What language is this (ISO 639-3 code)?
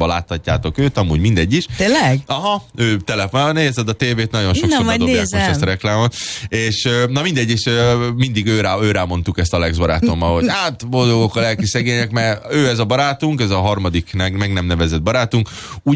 hun